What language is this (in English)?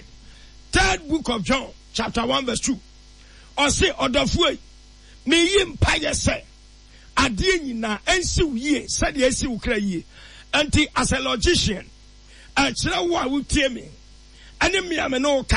Akan